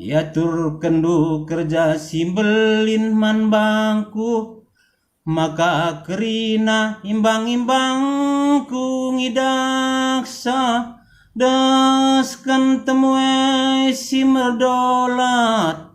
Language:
Batak Karo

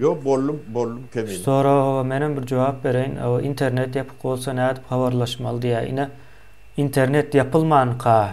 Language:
Turkmen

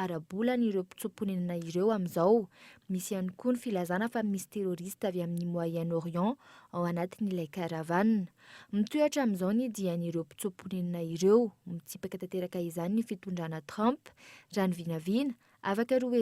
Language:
Malagasy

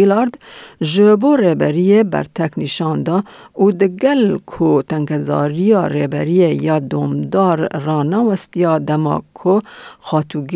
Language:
Kurdish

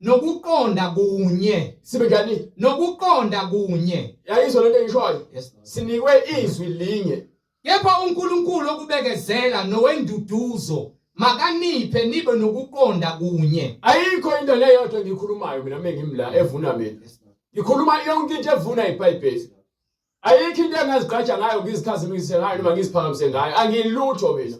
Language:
Zulu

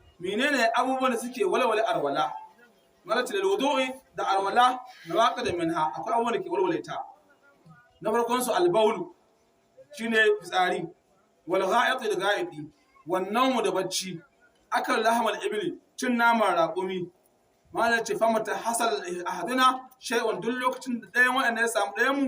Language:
Hausa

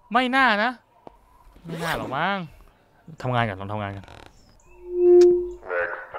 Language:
Thai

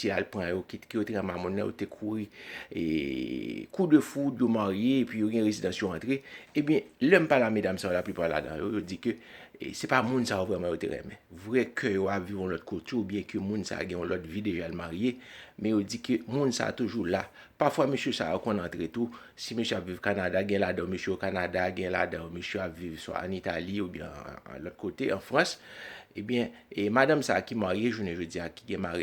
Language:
Haitian Creole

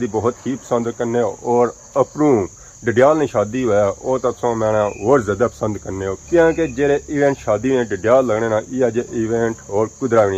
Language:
Pahari-Potwari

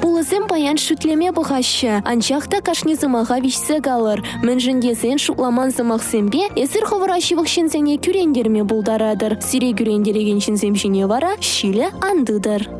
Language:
Chuvash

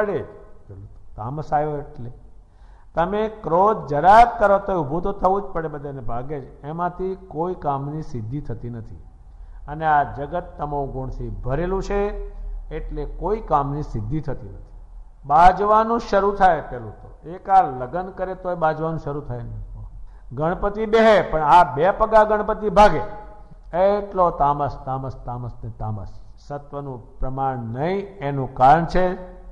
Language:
Gujarati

